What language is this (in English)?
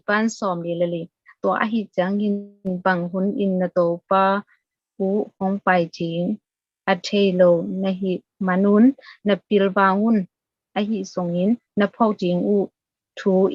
Tedim Chin